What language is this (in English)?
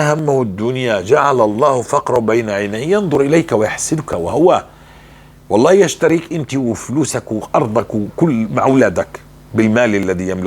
North Levantine Arabic